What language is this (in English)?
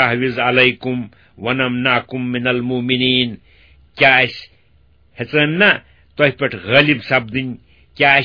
Kashmiri